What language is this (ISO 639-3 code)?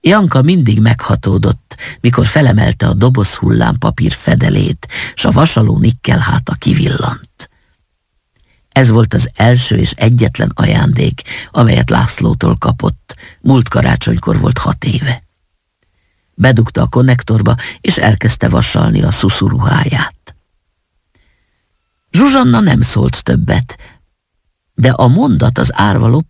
hun